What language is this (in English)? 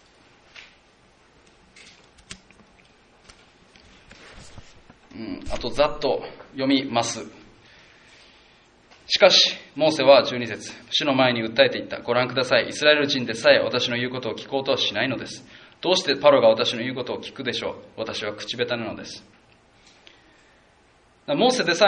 Japanese